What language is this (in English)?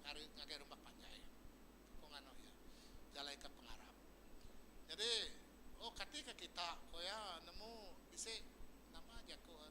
Iban